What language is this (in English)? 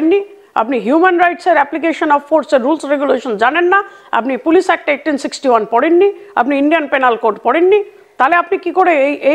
Bangla